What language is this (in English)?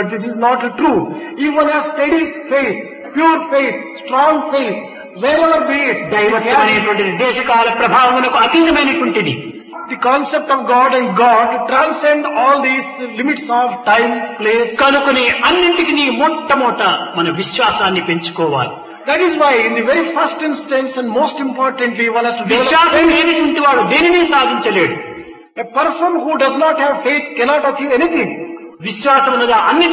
Telugu